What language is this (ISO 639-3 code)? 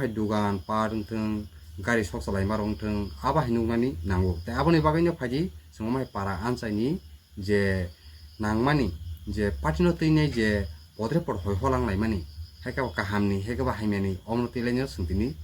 trp